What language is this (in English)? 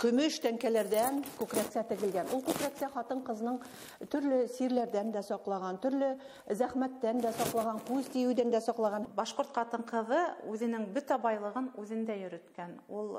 Bashkir